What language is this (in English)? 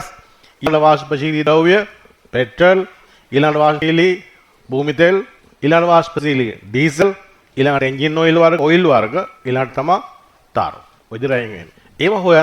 Sinhala